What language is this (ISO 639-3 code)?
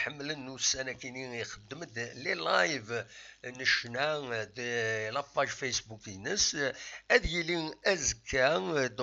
kab